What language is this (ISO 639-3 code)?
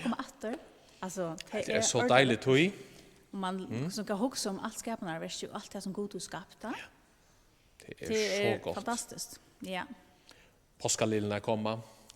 fao